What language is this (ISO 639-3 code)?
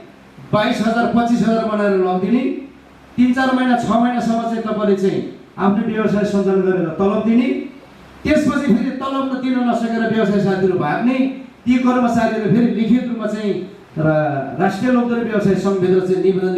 nep